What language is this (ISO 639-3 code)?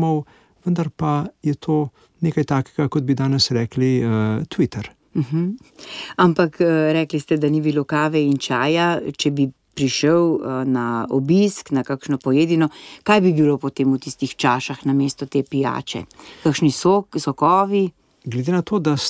slv